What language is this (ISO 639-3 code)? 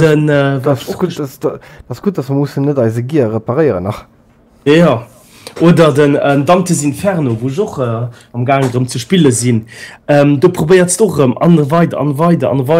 ltz